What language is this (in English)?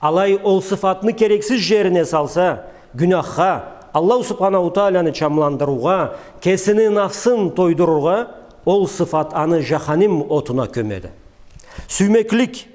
Karachay-Balkar